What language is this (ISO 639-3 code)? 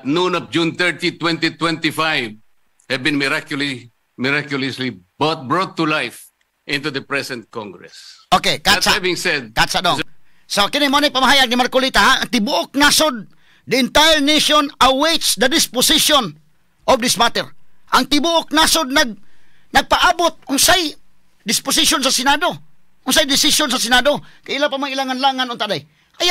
ceb